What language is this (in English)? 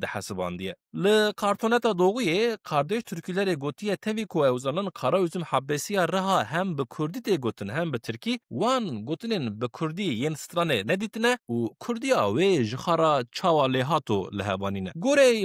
Kurdish